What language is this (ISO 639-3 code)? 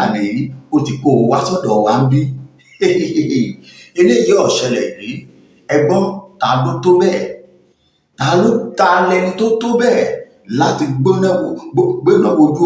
yor